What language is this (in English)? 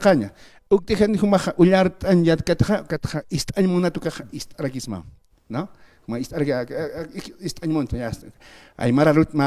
Aymara